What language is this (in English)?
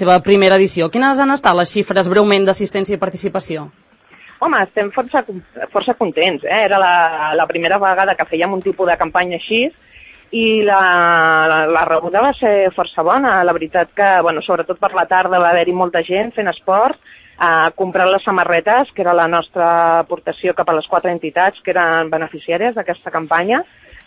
Catalan